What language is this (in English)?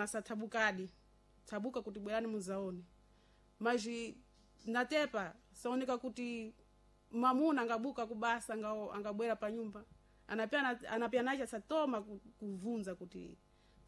Sena